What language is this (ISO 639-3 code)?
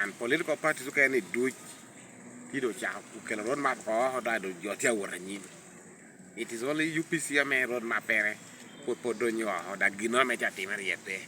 laj